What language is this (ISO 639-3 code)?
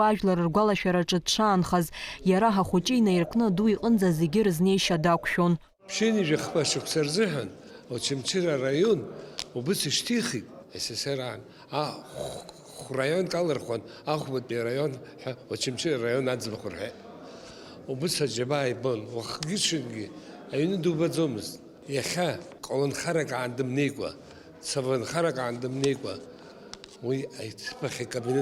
abk